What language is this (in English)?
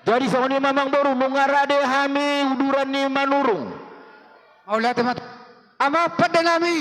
Batak Toba